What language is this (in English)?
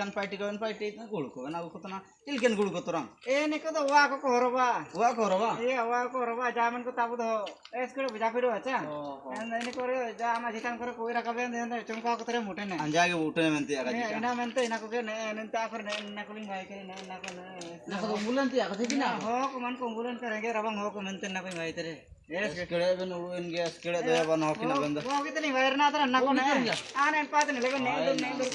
Ho